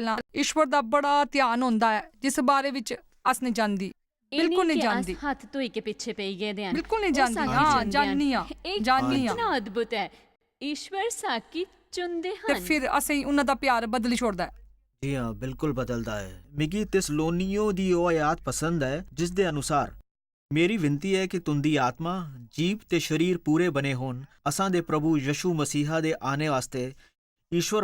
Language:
Dogri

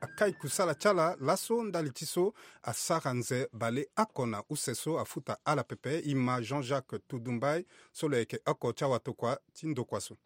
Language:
Sango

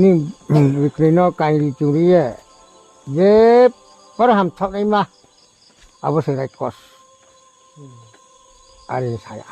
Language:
Riang (India)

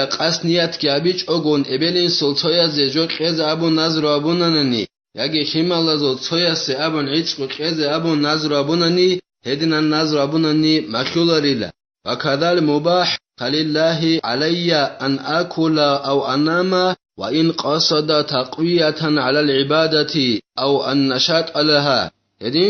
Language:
Avaric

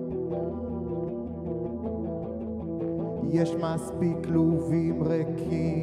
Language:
Hebrew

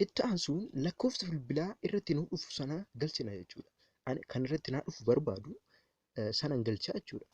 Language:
Oromo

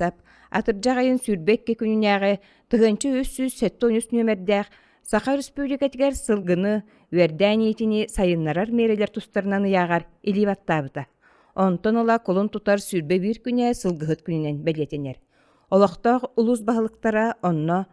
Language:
Yakut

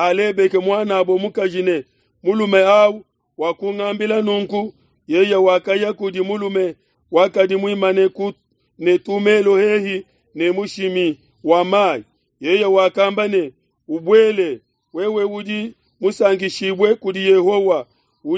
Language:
Luba-Lulua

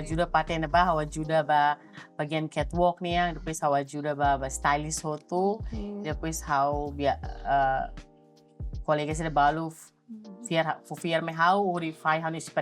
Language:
Tetum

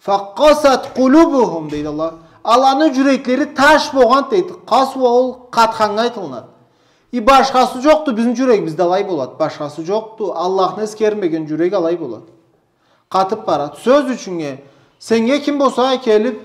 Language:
Karachay-Balkar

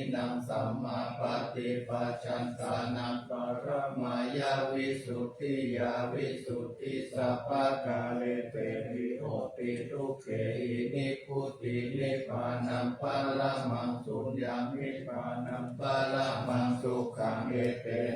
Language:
Pali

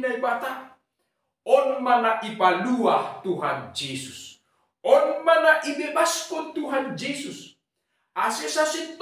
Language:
Batak Simalungun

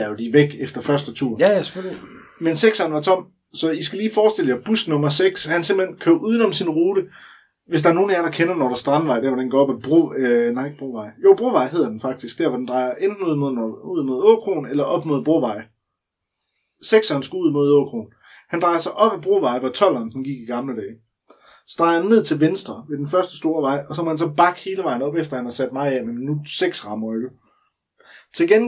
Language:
Danish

